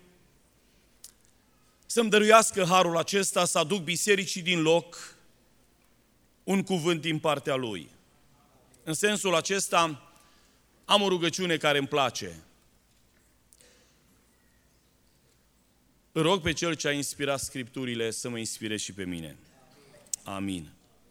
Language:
Romanian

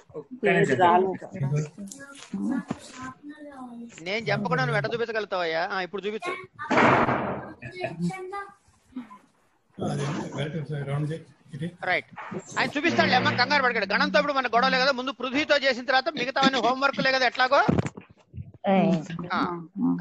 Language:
Telugu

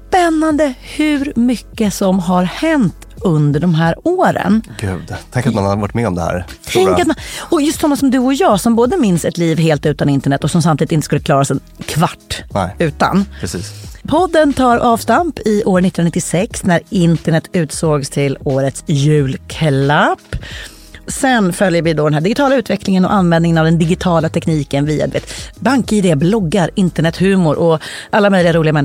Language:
Swedish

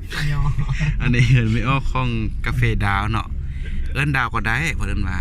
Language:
Lao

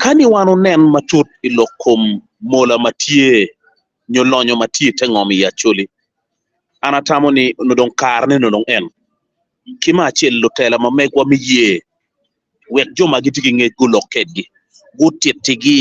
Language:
Acoli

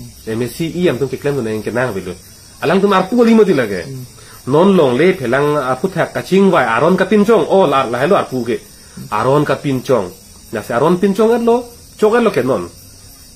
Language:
Karbi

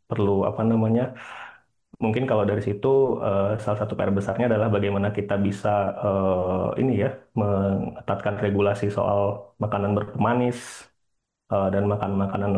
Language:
Indonesian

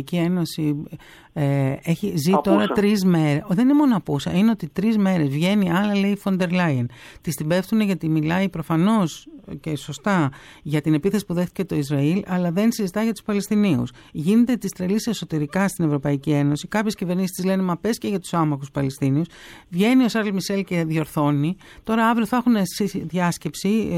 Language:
Greek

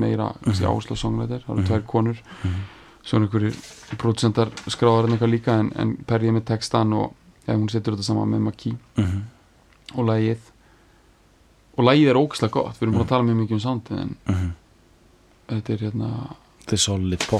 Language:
Icelandic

